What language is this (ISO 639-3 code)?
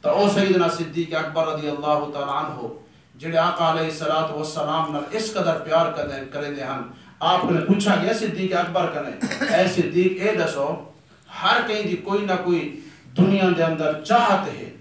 skr